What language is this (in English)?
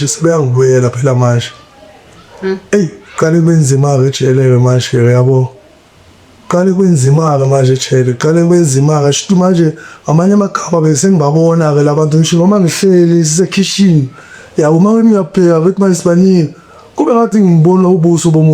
Zulu